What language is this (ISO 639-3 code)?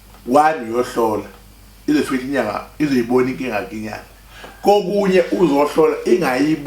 zul